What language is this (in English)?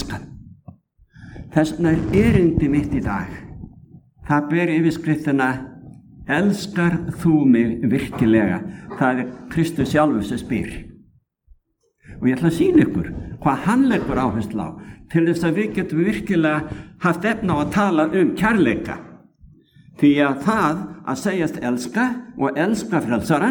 Icelandic